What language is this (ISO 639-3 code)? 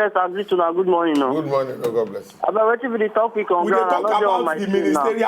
pcm